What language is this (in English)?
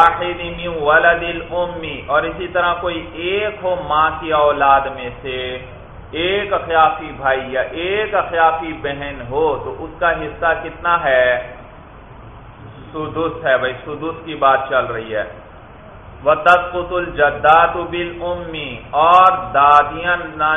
Urdu